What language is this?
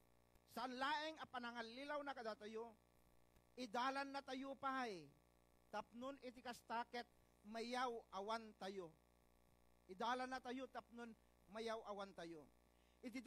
Iloko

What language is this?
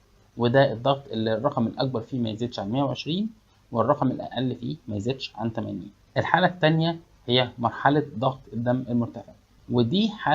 Egyptian Arabic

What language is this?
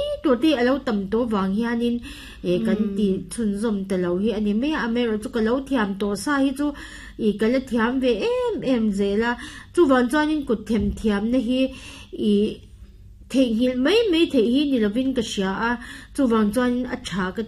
Mizo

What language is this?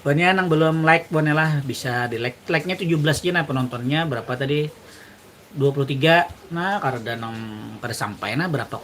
Banjar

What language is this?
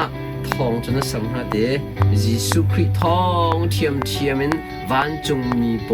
Hakha Chin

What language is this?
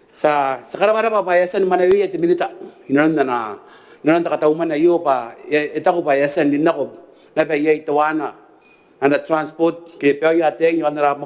Gilbertese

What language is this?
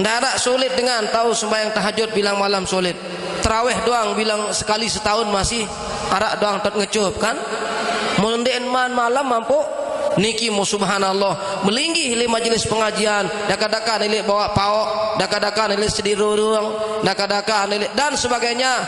Sasak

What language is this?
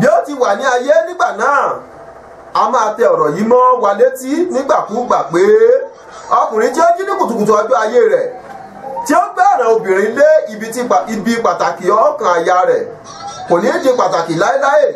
Yoruba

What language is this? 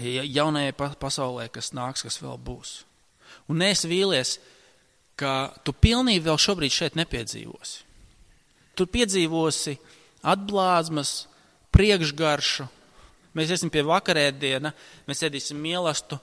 Latvian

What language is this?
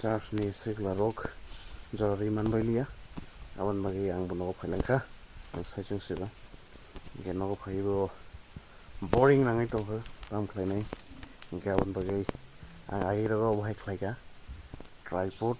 Kok Borok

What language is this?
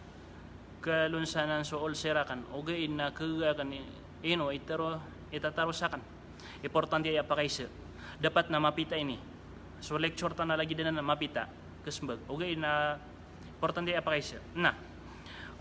Maranao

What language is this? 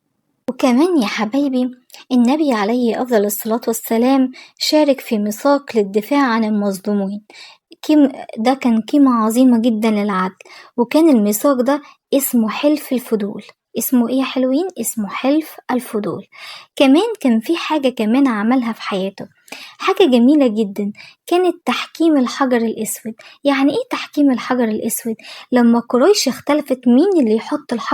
Egyptian Arabic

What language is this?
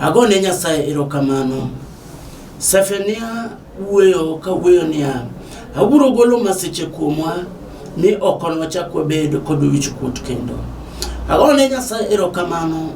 Luo (Kenya and Tanzania)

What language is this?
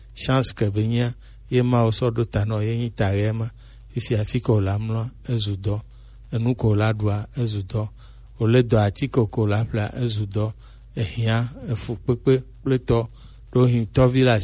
Gen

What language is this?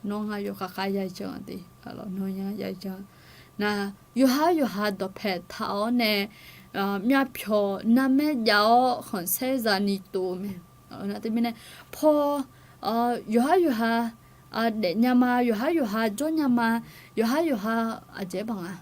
Akha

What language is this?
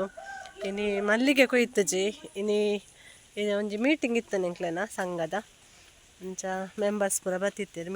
Tulu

